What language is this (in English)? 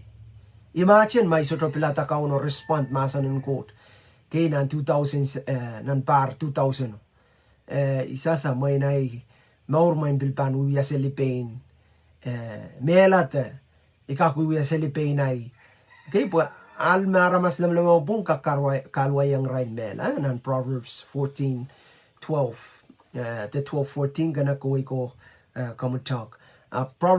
Pohnpeian